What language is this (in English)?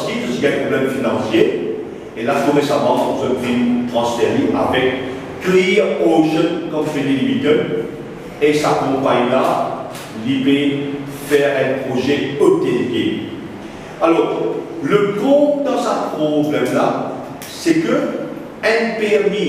Morisyen